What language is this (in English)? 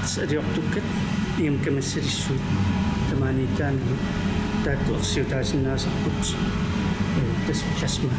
Kalaallisut